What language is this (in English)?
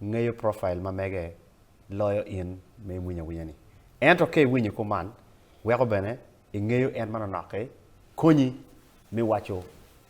Acoli